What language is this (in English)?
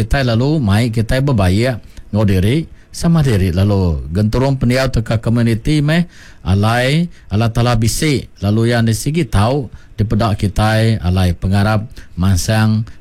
Iban